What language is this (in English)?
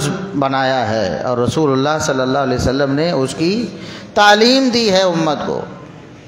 Urdu